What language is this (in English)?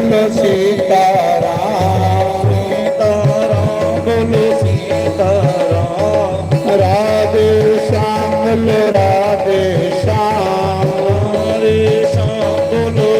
Dogri